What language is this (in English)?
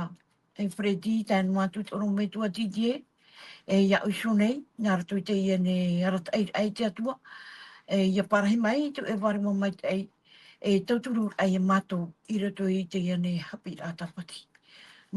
Tahitian